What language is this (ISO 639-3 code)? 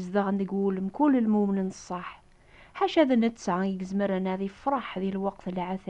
kab